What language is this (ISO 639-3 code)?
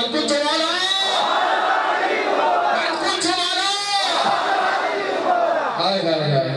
urd